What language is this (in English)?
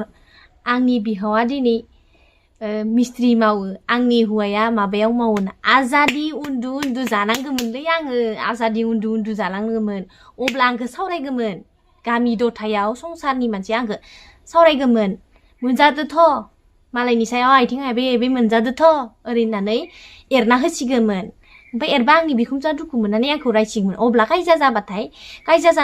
Bodo